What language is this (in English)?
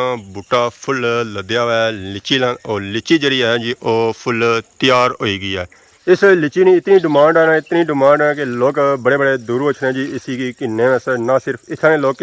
Pahari-Potwari